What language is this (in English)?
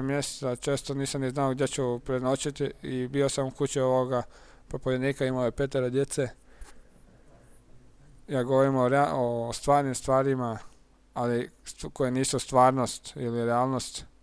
Croatian